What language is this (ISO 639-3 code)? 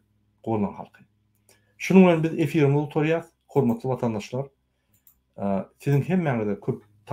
tuk